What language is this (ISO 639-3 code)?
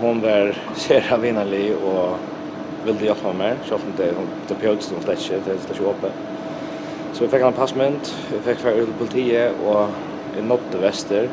fao